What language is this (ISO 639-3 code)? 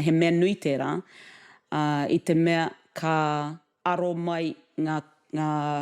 mri